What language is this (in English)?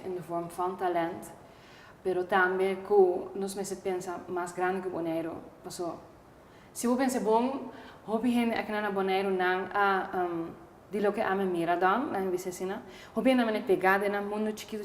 Papiamento